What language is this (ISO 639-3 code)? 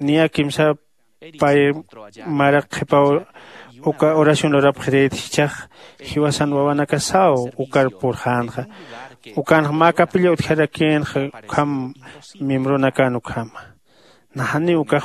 aym